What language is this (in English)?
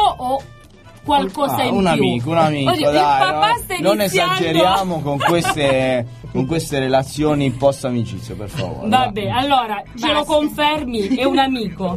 Italian